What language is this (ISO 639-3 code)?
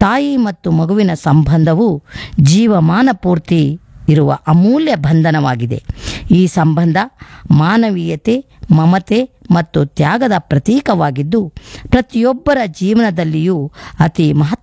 kan